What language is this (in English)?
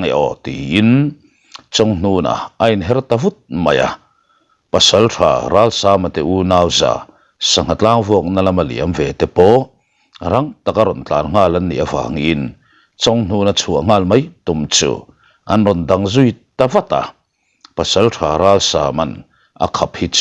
Mizo